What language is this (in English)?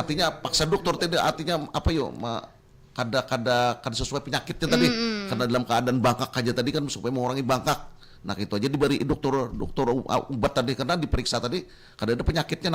Banjar